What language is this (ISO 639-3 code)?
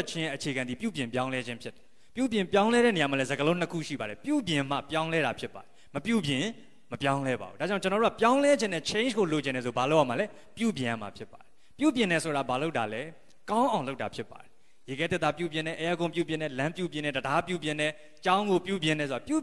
mya